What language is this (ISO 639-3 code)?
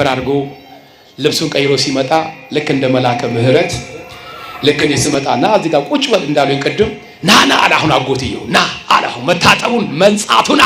amh